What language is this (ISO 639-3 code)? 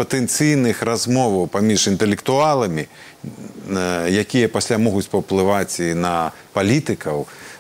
bel